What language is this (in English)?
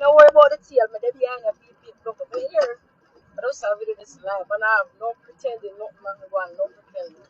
Jamaican Creole English